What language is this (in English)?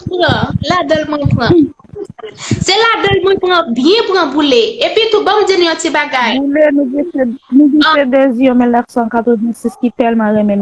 Haitian Creole